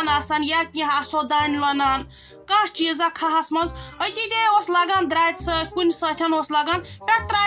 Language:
Kashmiri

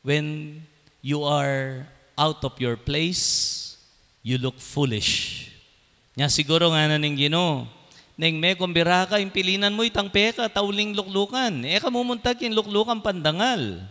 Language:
Pampanga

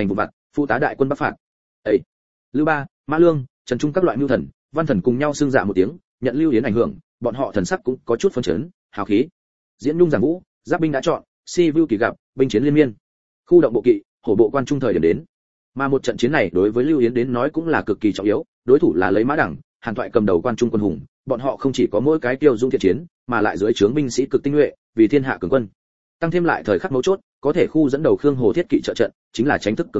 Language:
Vietnamese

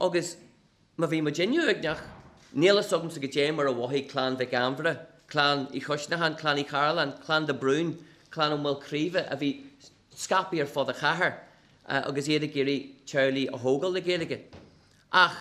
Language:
Irish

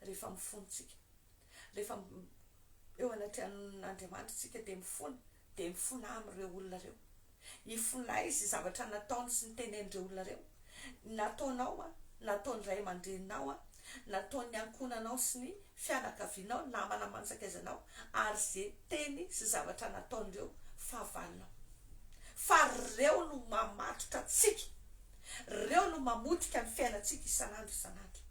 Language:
Malagasy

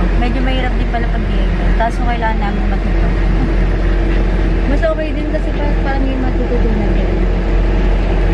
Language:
Filipino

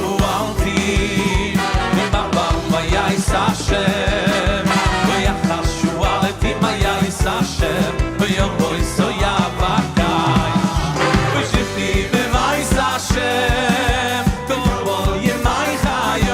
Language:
Yiddish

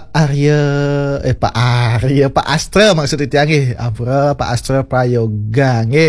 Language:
Balinese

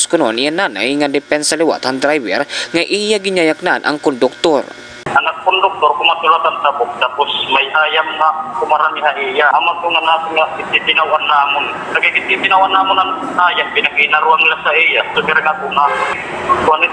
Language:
Waray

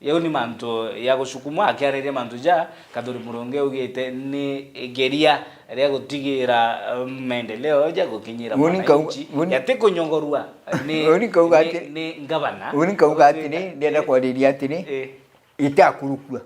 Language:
Meru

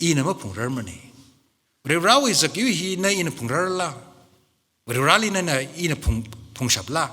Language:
Tangkhul Naga (India)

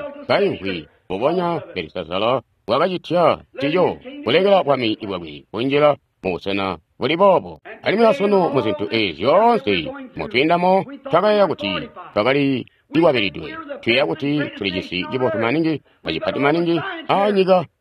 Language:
Tonga (Zambia)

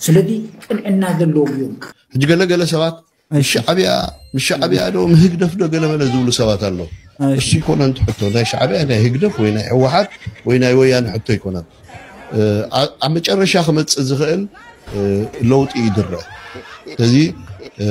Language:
Tigrinya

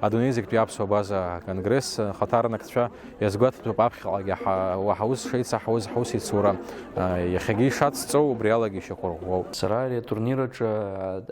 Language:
Abkhazian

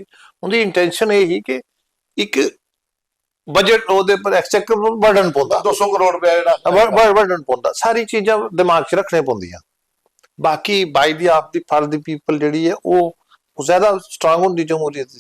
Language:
Dogri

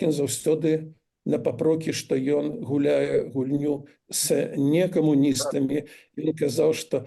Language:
Belarusian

